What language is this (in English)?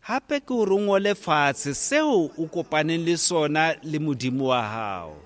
Southern Sotho